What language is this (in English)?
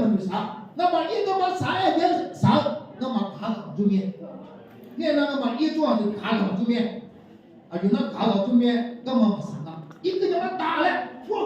Akha